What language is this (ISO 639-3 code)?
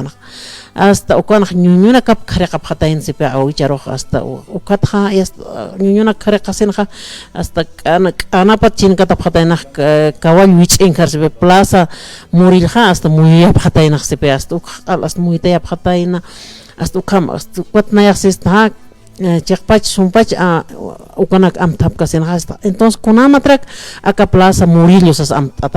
aym